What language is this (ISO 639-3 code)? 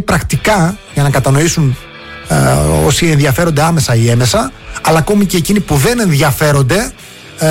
ell